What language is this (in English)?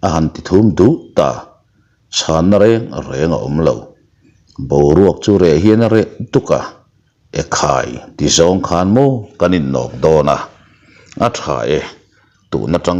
Mizo